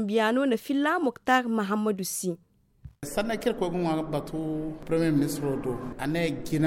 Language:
Zarma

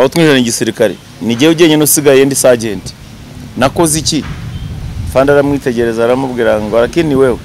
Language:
Kinyarwanda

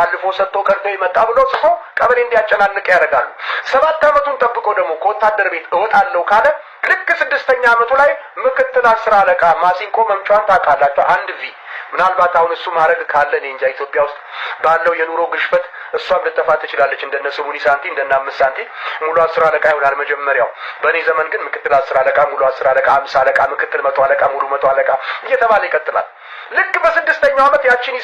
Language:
Amharic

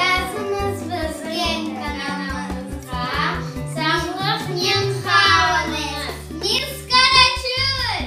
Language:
Crimean Tatar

